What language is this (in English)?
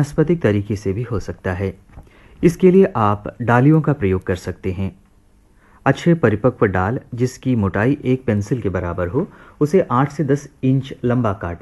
Hindi